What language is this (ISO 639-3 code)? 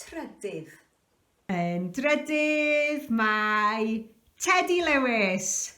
cym